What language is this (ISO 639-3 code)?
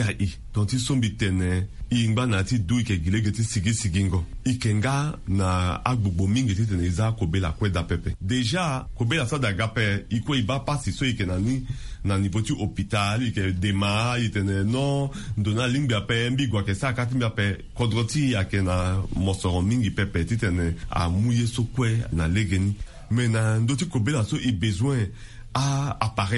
sag